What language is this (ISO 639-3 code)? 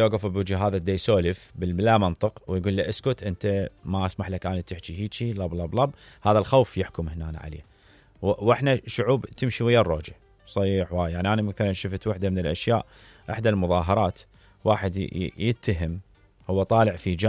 acm